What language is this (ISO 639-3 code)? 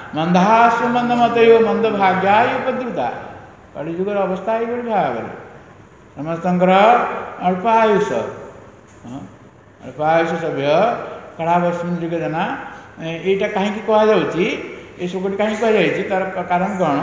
ori